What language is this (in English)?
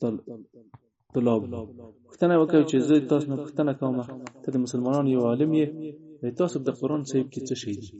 Pashto